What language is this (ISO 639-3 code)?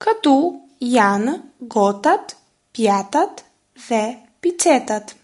sqi